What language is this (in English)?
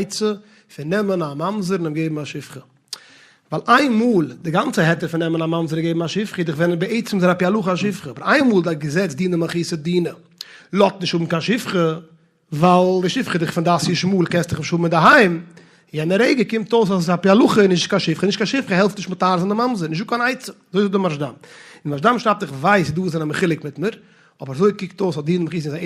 Yiddish